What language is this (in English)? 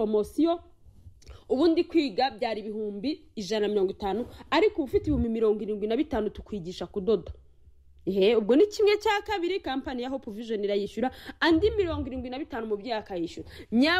Kinyarwanda